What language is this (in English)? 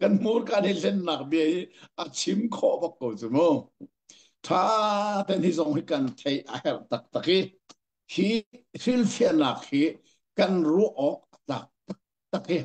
Hakha Chin